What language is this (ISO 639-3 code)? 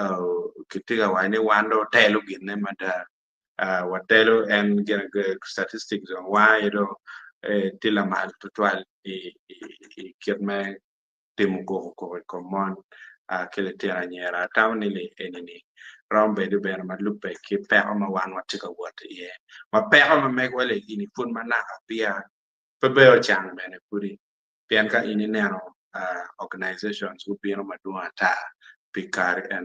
ach